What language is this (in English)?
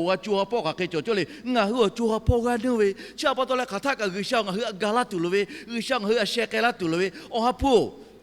Lahu